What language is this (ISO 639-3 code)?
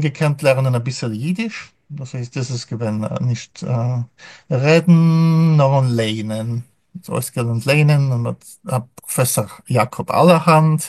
yid